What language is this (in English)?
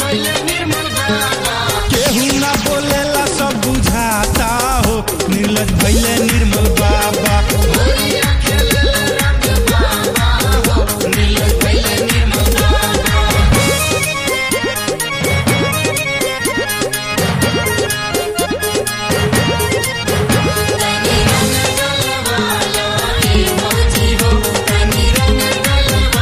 Bhojpuri